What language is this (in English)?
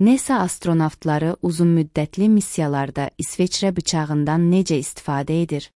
Azerbaijani